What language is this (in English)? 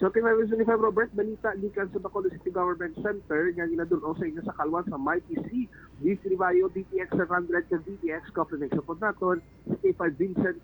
Hiligaynon